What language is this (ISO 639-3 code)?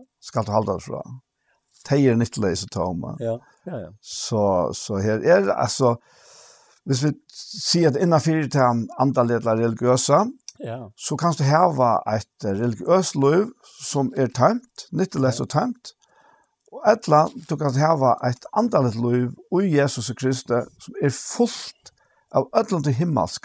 fao